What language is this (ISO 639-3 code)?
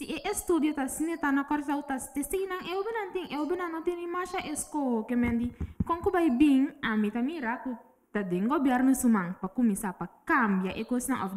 pap